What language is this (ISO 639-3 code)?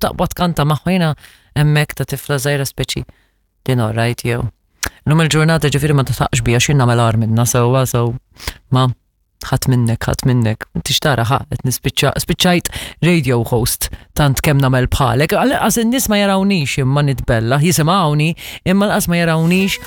mlt